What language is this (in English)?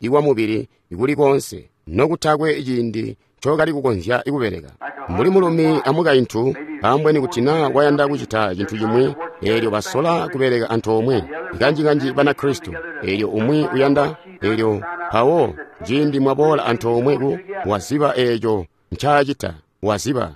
Tonga (Zambia)